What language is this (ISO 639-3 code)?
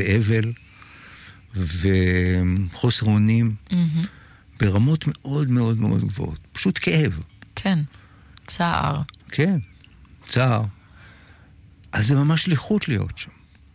heb